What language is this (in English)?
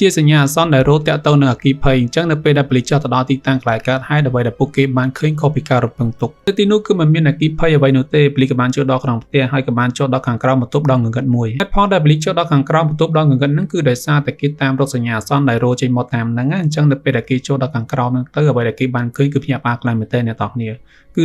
Khmer